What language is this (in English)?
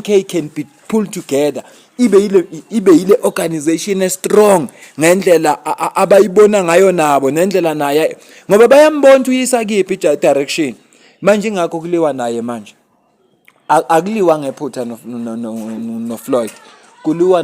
Zulu